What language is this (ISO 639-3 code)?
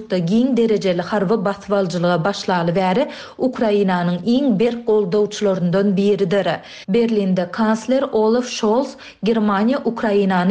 tuk